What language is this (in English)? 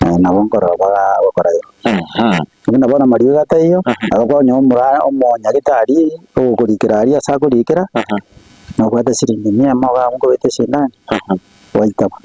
Gusii